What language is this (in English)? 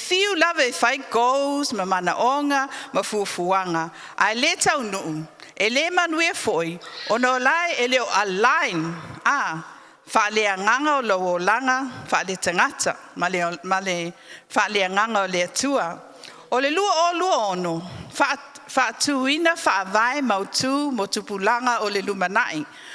Samoan